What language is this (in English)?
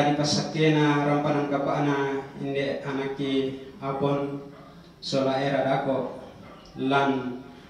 Toraja-Sa'dan